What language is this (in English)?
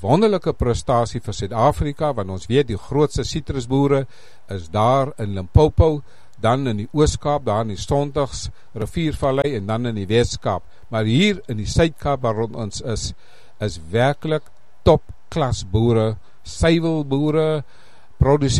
Afrikaans